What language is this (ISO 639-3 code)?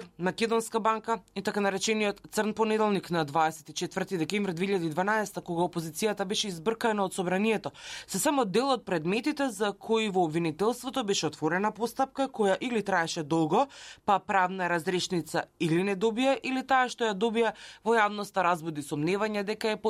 mkd